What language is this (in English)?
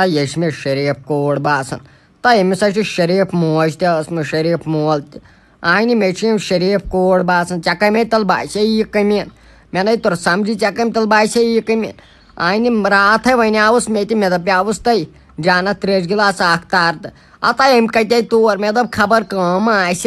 Kashmiri